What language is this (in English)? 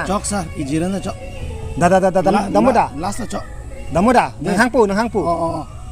Karbi